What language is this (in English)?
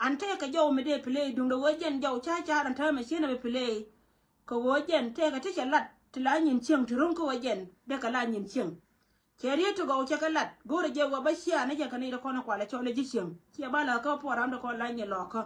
Nuer